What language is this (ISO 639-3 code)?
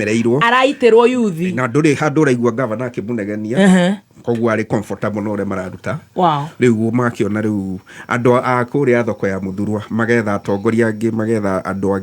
kik